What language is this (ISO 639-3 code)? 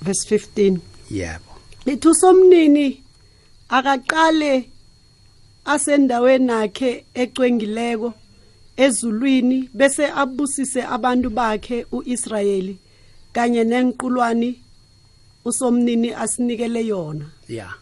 nbl